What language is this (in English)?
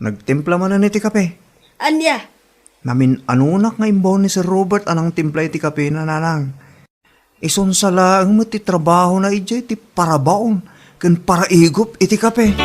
Iloko